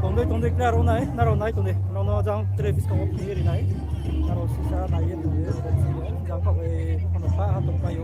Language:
Riang (India)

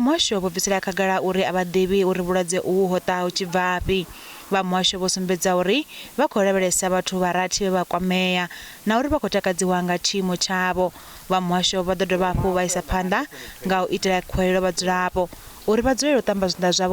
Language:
Venda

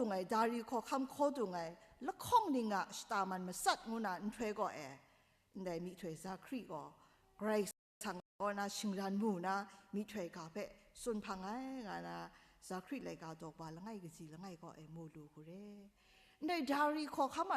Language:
Kachin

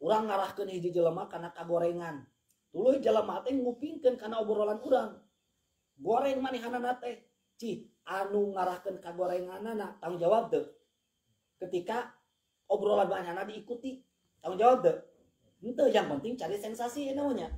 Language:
Sundanese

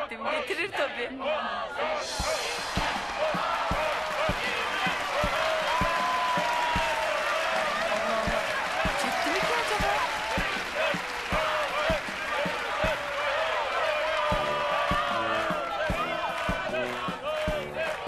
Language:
Turkish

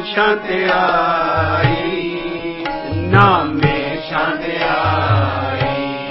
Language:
Punjabi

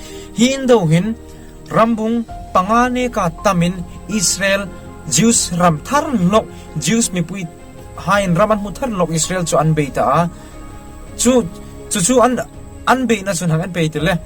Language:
Hmar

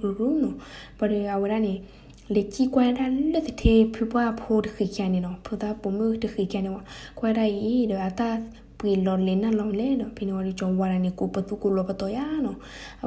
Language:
S'gaw Karen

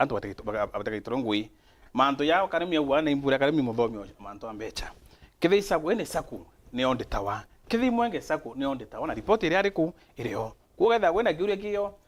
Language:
Meru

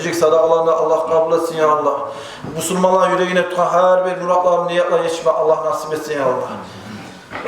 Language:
Kumyk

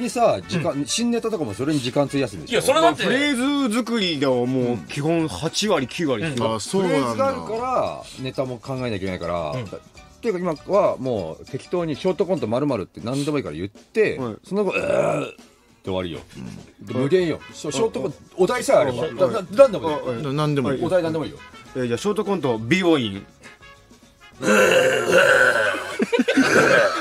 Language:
Japanese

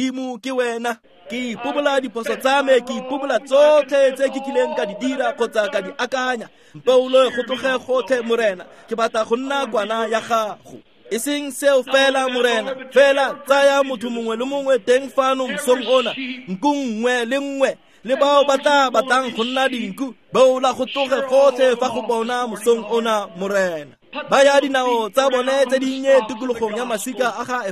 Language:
Tswana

